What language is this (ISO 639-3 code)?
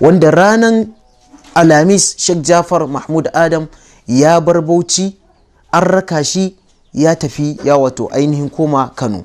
hau